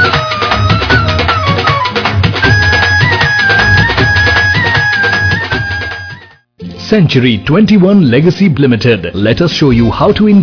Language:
Punjabi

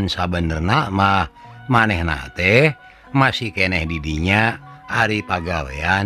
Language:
Sundanese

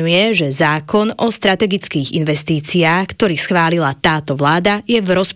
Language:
Slovak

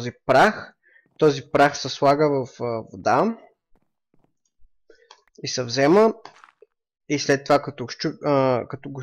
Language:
Bulgarian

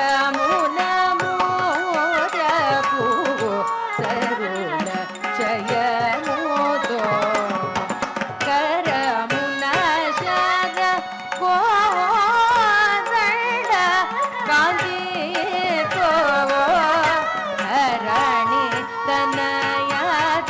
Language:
Telugu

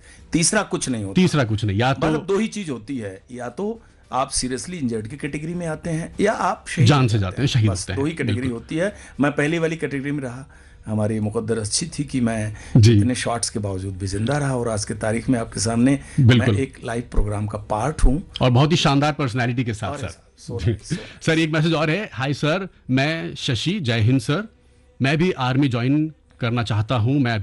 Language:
Hindi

